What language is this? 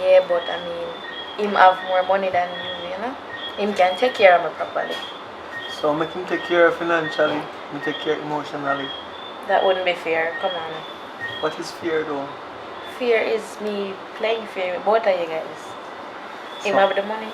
Jamaican Creole English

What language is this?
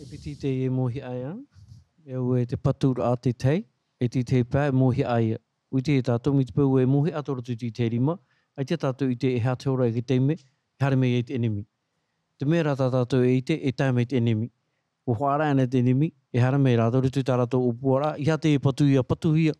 Tahitian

